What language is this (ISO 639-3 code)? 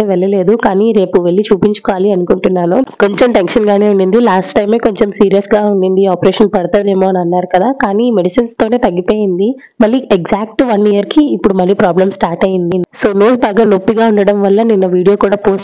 tel